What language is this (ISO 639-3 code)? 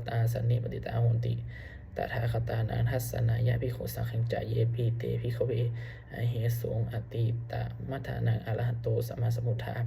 pli